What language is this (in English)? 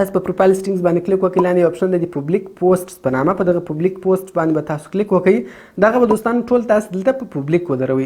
Pashto